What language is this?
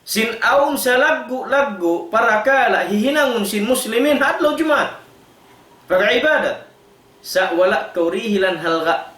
Tausug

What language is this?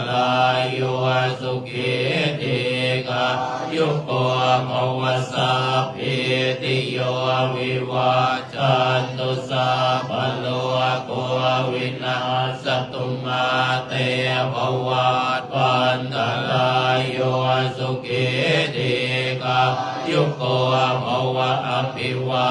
Pali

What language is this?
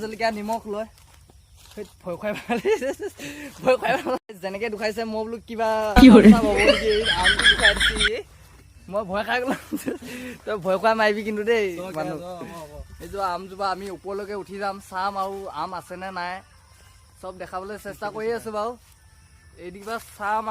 Assamese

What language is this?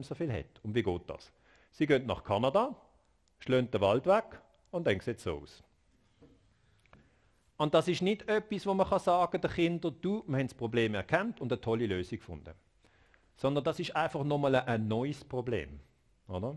German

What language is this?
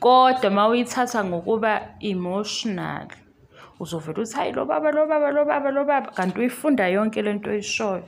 Zulu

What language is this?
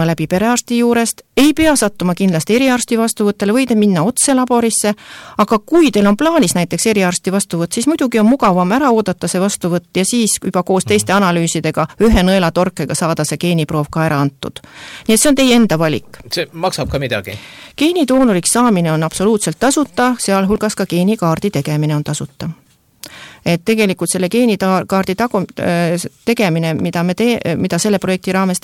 Estonian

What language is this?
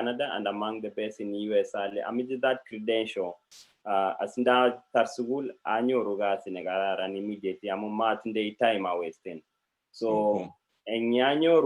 Kalenjin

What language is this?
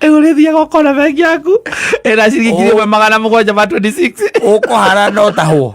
Kikuyu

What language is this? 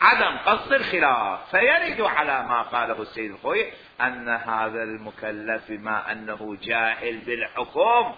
Mesopotamian Arabic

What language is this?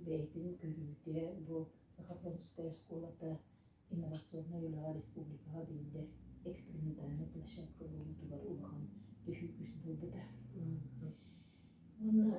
Yakut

